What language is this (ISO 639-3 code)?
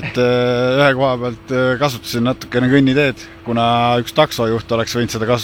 est